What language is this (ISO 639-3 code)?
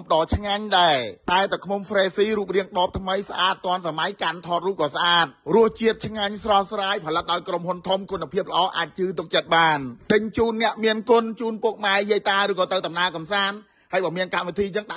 khm